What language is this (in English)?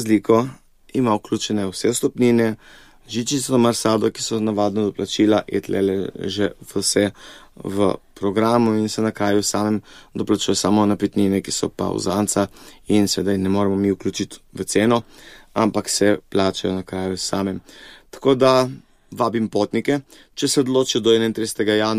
Slovenian